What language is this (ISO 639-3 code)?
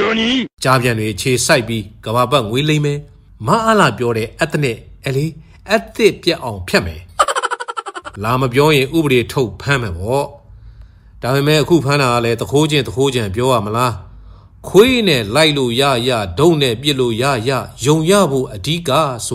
mya